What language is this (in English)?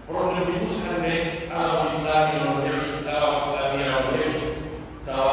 Pular